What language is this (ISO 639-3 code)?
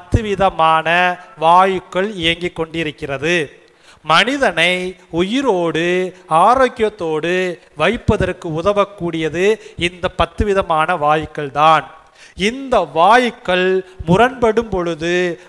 tam